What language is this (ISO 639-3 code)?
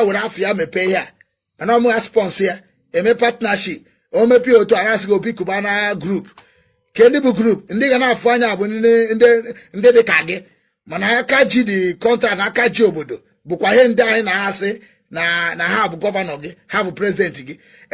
ibo